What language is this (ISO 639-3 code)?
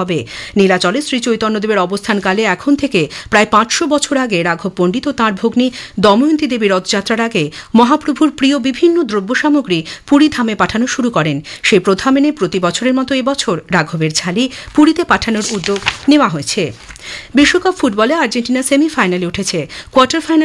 ben